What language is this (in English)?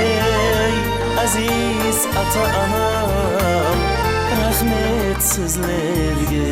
Kara-Kalpak